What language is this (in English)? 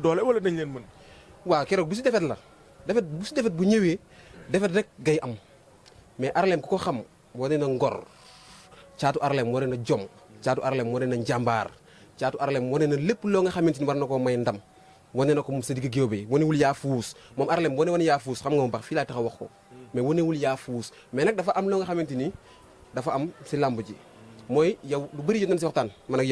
Wolof